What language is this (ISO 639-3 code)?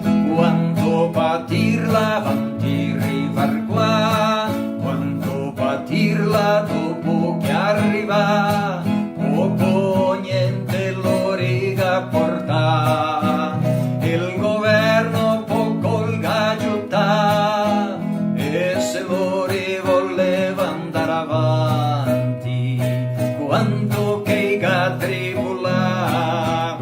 vec